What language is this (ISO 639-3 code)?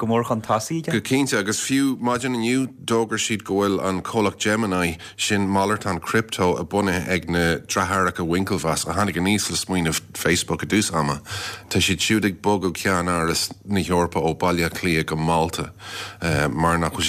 gle